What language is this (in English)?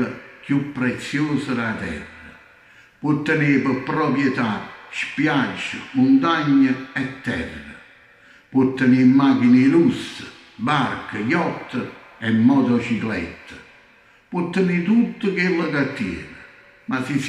Neapolitan